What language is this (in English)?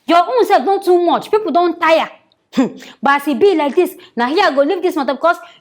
Nigerian Pidgin